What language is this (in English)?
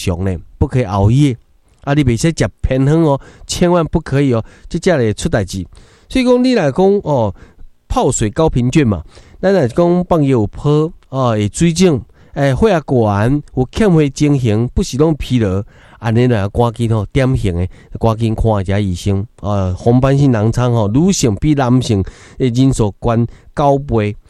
Min Nan Chinese